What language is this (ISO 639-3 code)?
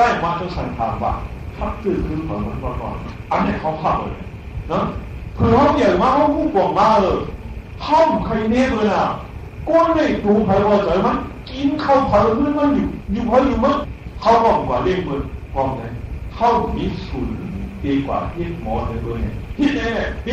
tha